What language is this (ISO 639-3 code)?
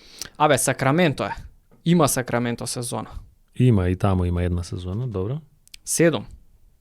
mkd